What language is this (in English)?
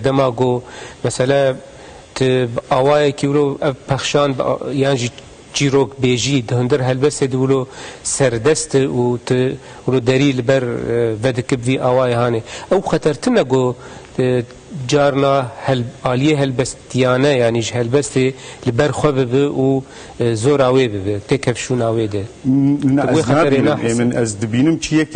Kurdish